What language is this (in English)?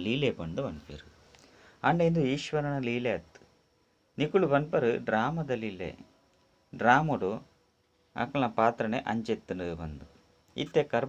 Tulu